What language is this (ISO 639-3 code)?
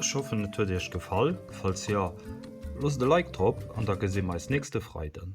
ltz